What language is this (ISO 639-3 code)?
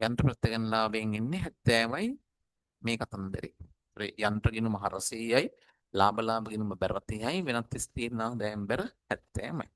sin